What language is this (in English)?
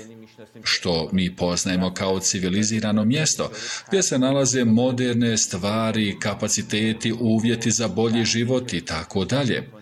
Bosnian